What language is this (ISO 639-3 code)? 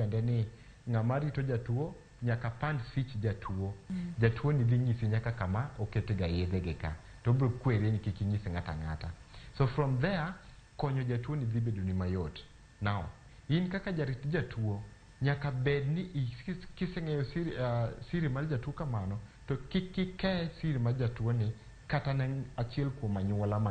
luo